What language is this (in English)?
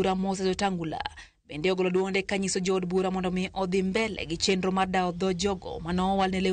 Luo (Kenya and Tanzania)